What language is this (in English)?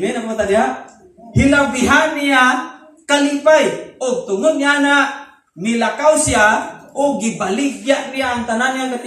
Cebuano